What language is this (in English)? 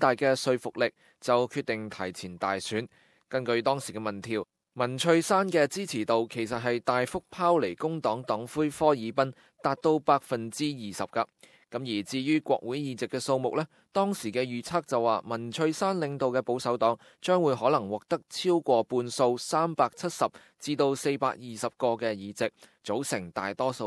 Cantonese